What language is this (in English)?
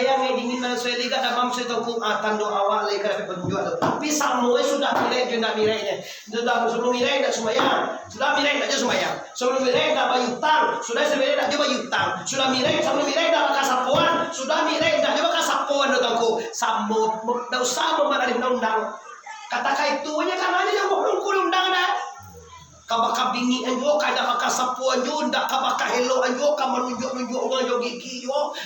Minangkabau